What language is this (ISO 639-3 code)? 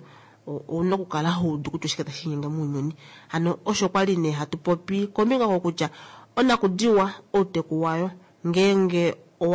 kua